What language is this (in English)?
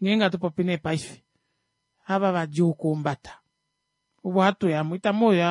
Kuanyama